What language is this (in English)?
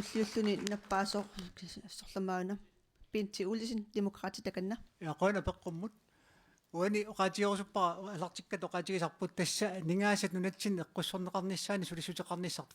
Kalaallisut